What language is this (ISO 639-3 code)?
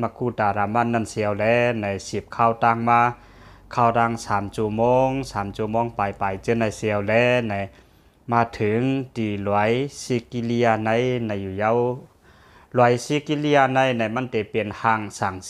shn